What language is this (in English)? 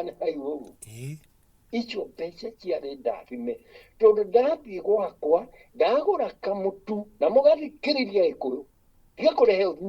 Kikuyu